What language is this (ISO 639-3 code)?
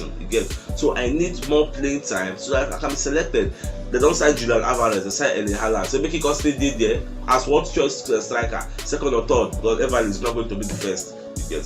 pcm